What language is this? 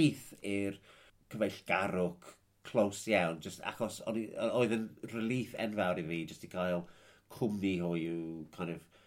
Welsh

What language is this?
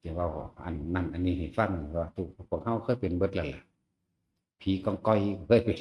Northeastern Thai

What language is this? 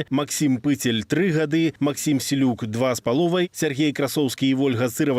Belarusian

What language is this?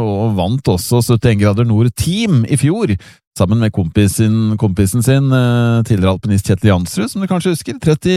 Norwegian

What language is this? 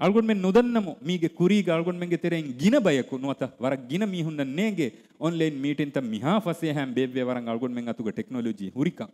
Divehi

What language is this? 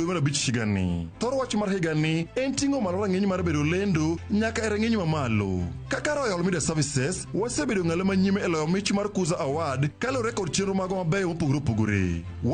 Luo (Kenya and Tanzania)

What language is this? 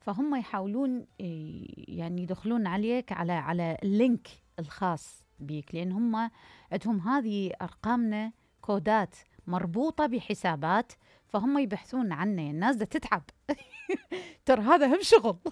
Mesopotamian Arabic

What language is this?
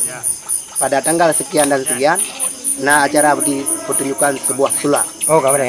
Achinese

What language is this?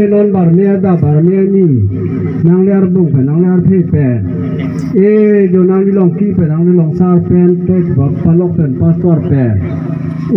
Karbi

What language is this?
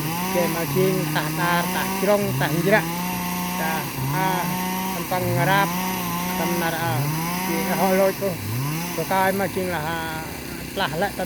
Central Mnong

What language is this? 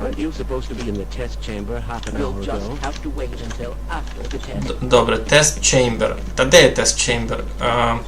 Rusyn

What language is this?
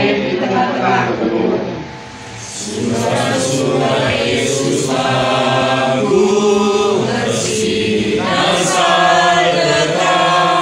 Batak Karo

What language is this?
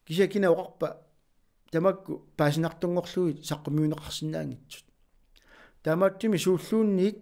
Kalaallisut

